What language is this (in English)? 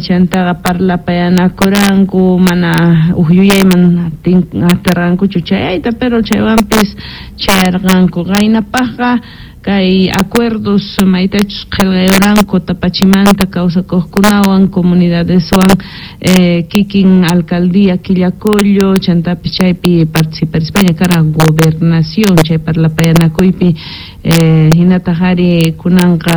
Quechua